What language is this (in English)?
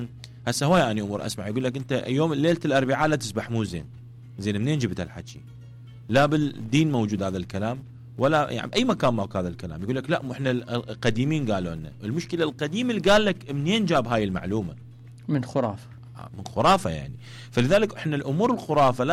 Mesopotamian Arabic